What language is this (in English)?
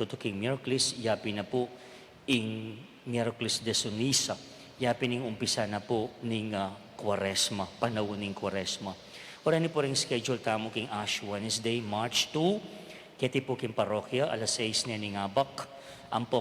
Pampanga